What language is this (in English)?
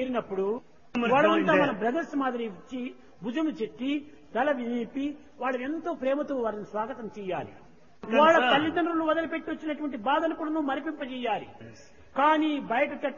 Telugu